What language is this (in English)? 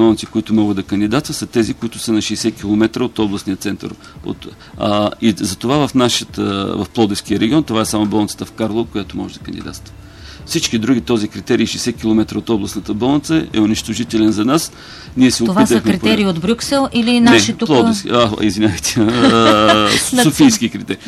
Bulgarian